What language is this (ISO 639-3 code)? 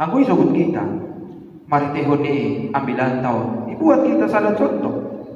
bts